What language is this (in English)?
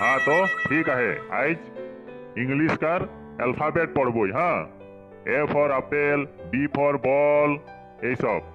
Sadri